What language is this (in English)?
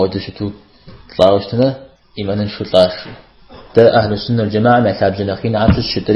Kabardian